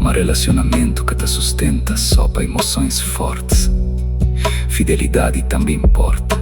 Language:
Kabuverdianu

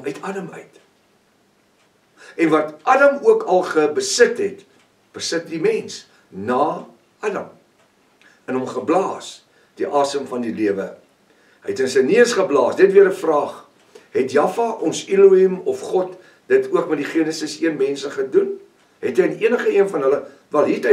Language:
Afrikaans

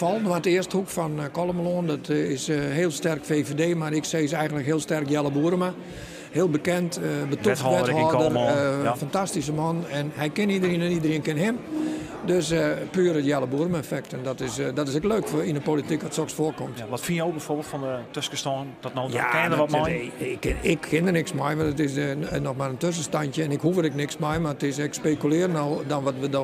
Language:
Western Frisian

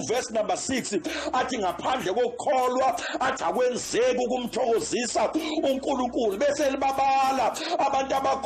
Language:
Zulu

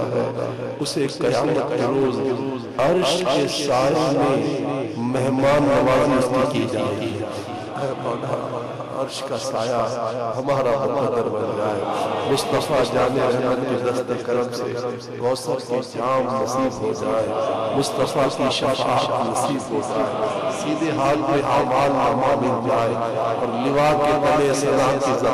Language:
Urdu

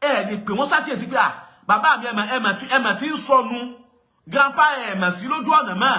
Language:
Yoruba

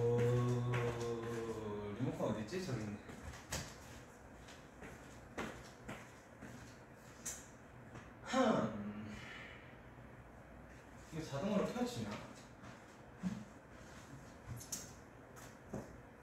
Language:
Korean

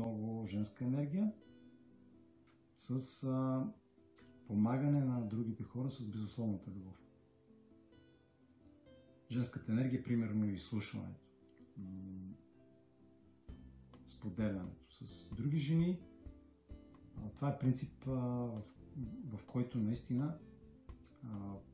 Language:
Bulgarian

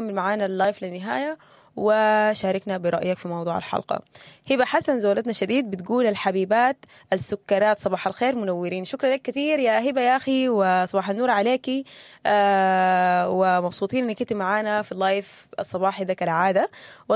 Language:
Sudanese Arabic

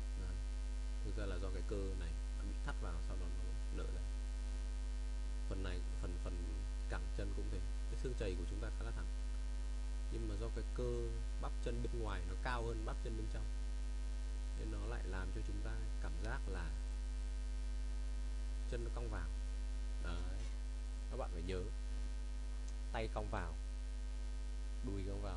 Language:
Vietnamese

